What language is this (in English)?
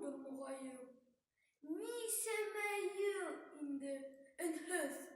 Bashkir